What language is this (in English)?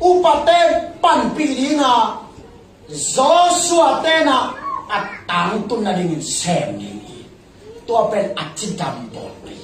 Tedim Chin